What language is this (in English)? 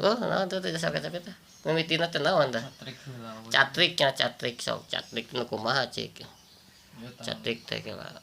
Sundanese